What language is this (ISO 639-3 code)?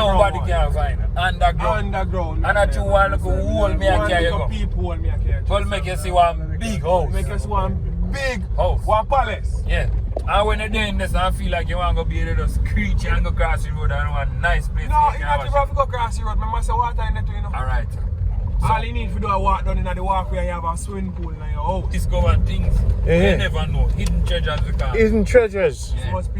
jam